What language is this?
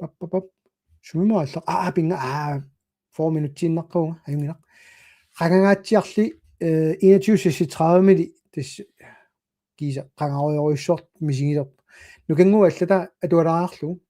Kalaallisut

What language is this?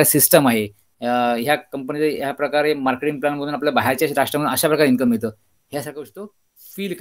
Marathi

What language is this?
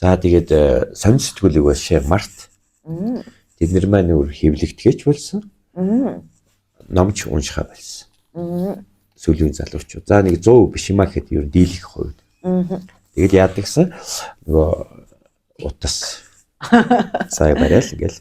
Mongolian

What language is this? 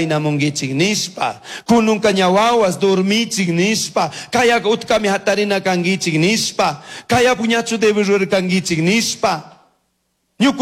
Chimborazo Highland Quichua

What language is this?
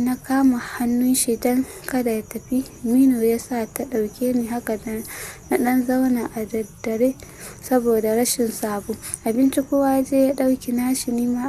Hausa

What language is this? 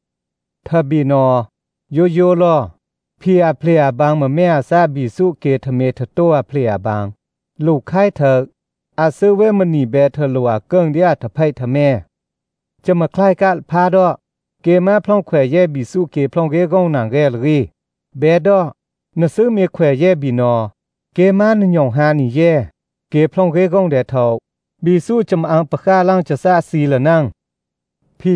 Thai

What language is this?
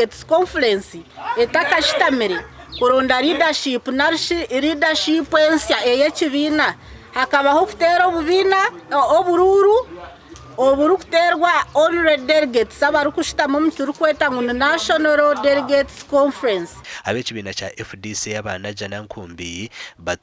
Nyankole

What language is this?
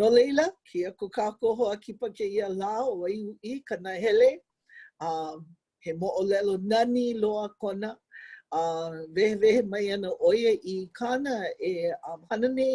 Hawaiian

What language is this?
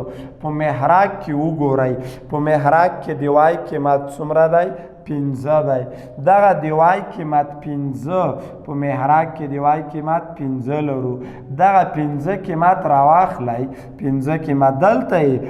Pashto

